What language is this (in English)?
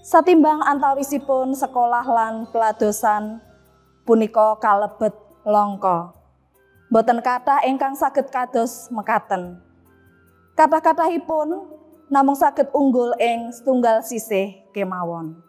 Javanese